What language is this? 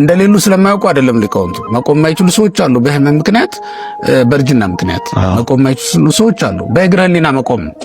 Amharic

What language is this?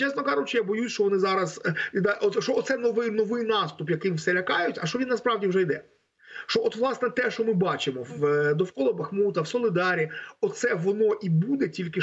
Ukrainian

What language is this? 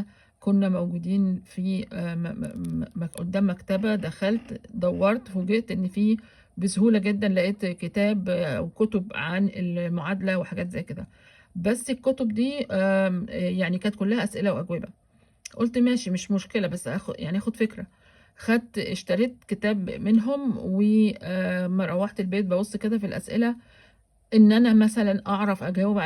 Egyptian Arabic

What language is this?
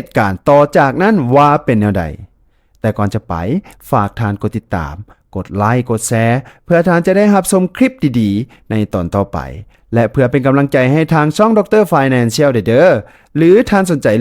Lao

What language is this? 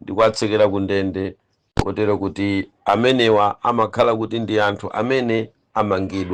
Nyanja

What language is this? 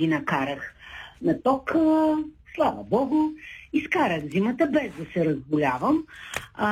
Bulgarian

